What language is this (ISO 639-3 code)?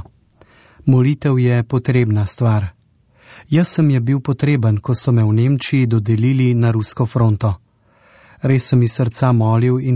slv